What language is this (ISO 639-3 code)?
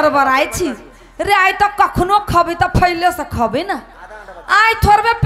mai